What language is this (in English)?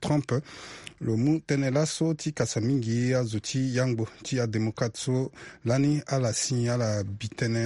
Sango